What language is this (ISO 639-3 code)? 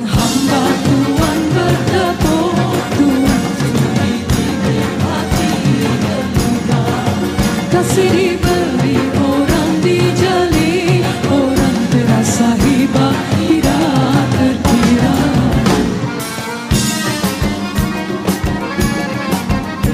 msa